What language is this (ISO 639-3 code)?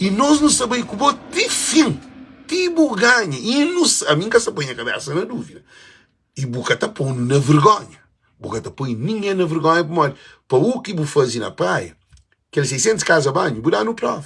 kea